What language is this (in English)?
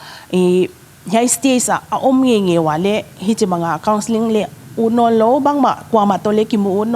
Paite Chin